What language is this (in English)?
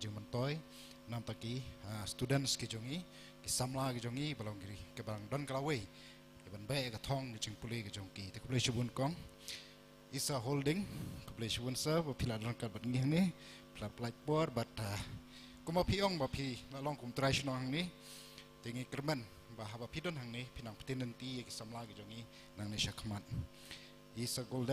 Khasi